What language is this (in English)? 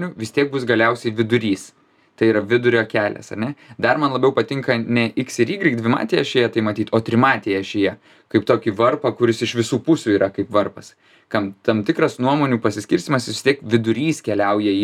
Lithuanian